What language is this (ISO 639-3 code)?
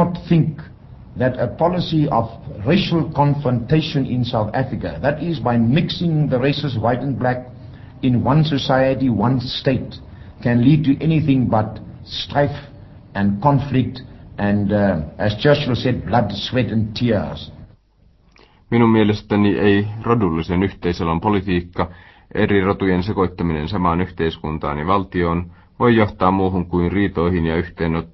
fin